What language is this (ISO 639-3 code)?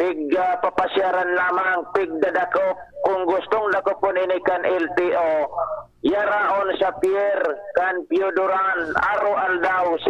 bik